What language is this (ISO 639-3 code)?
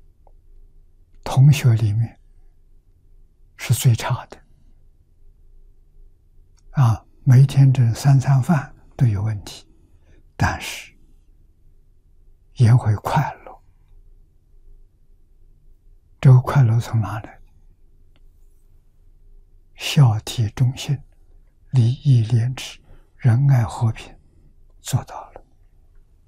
zho